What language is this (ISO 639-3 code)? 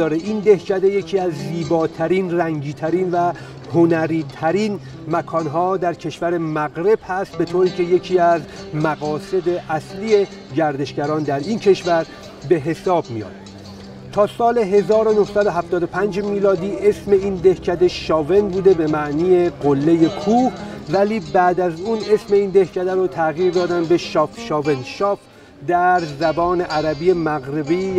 fas